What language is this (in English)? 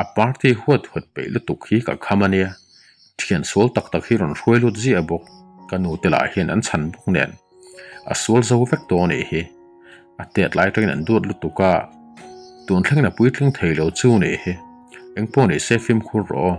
Mizo